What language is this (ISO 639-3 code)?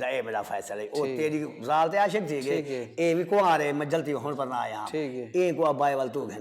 skr